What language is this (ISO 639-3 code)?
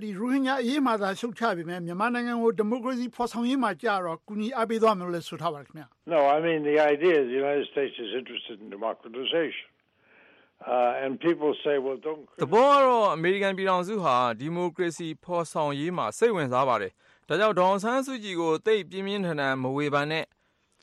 mya